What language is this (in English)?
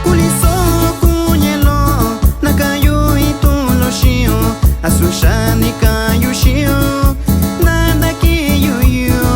Metlatónoc Mixtec